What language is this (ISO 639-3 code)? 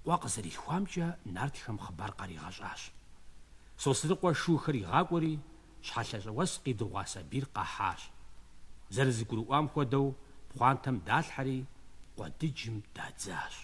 kbd